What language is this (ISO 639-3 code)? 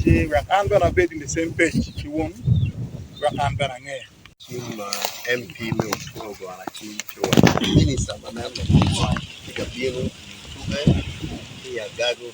ach